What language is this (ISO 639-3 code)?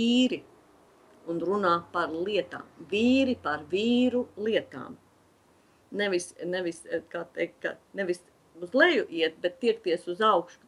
lav